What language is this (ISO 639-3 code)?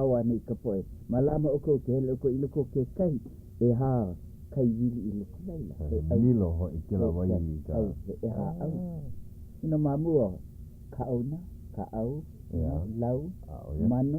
haw